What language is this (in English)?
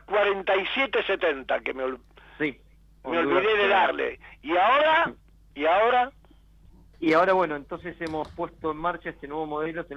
Spanish